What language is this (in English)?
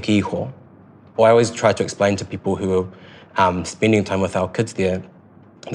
English